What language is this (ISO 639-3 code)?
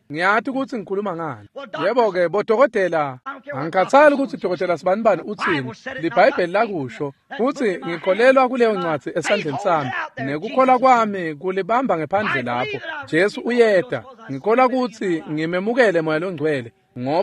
ssw